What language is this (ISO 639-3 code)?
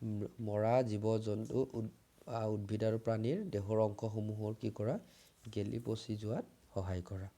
asm